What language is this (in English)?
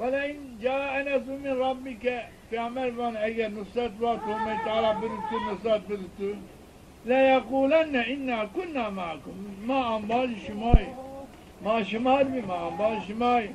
Zaza